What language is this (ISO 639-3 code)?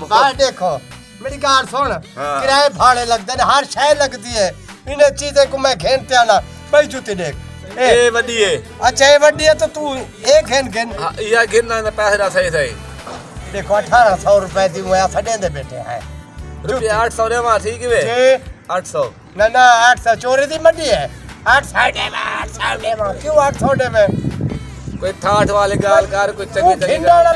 skr